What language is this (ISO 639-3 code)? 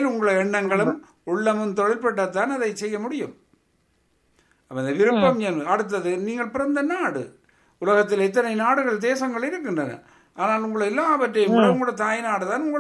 tam